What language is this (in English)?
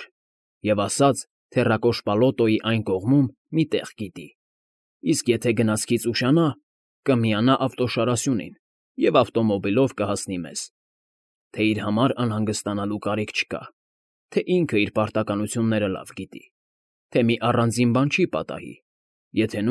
Armenian